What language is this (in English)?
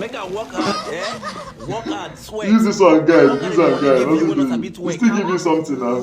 Nigerian Pidgin